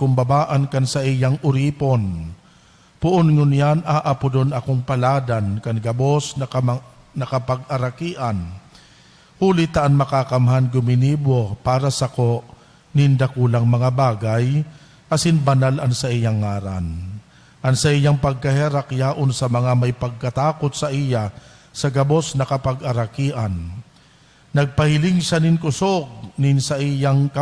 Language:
Bikol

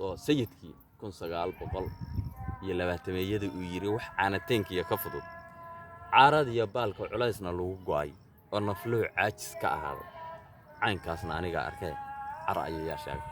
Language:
Somali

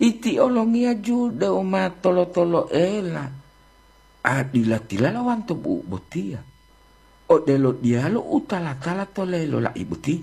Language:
Gorontalo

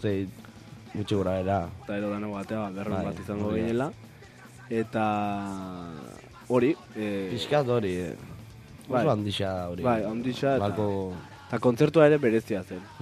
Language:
Basque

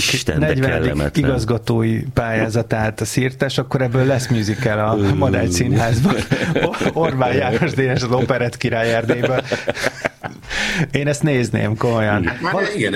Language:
Hungarian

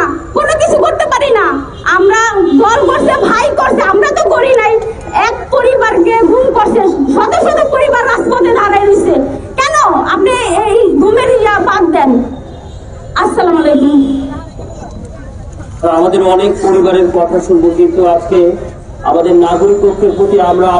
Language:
Bangla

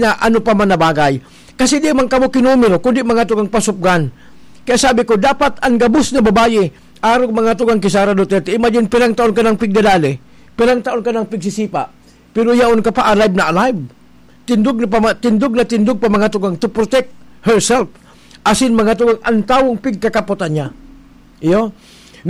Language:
Bikol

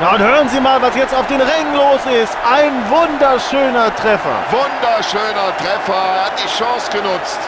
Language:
Bavarian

